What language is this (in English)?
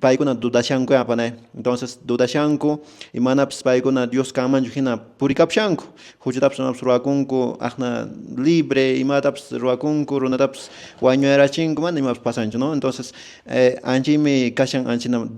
Quechua